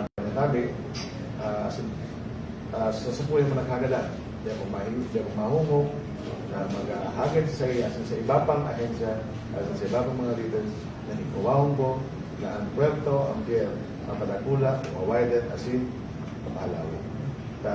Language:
Bikol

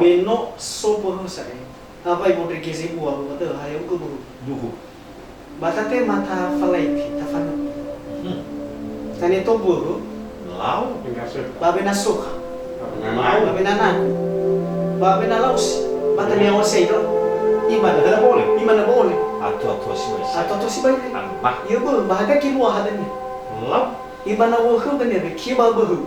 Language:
Nias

